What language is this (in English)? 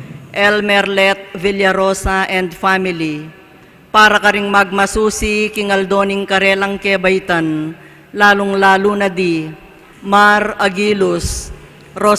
Pampanga